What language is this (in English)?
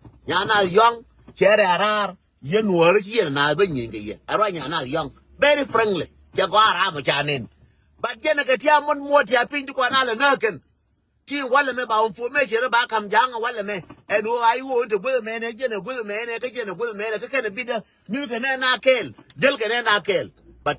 Nuer